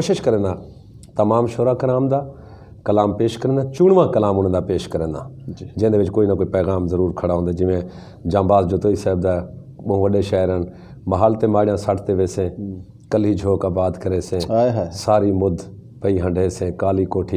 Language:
Saraiki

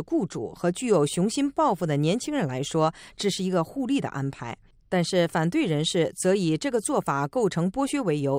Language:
Chinese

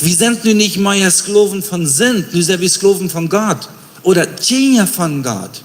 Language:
Plautdietsch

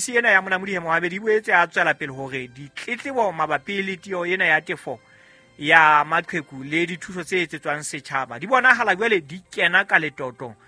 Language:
Southern Sotho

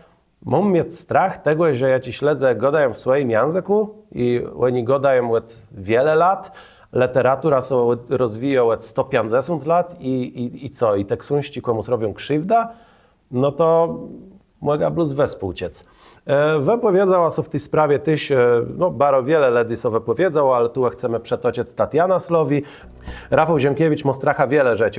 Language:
Kashubian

